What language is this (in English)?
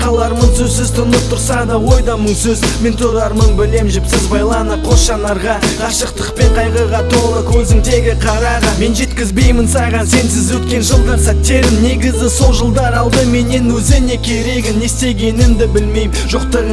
Kazakh